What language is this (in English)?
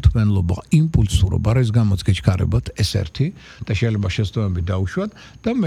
Georgian